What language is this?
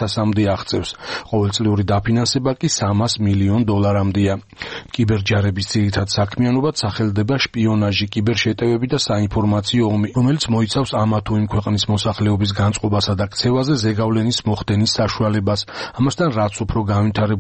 Georgian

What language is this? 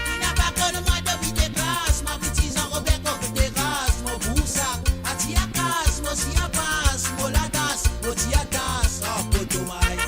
Morisyen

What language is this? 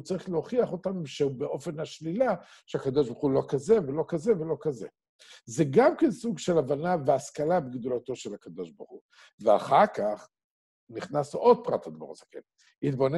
Hebrew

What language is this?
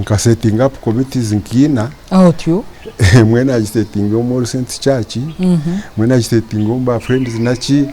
Nyankole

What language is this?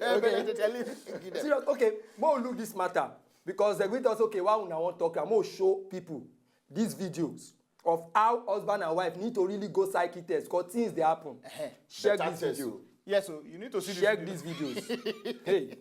Nigerian Pidgin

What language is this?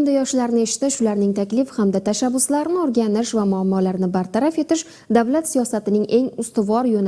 Uzbek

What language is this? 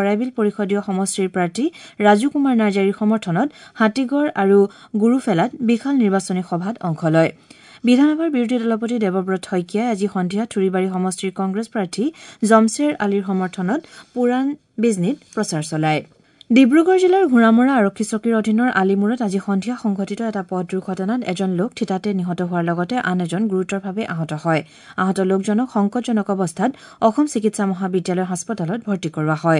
Assamese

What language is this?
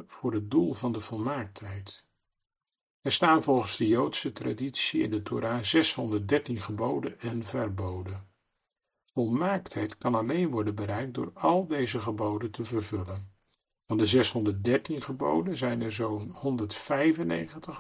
Dutch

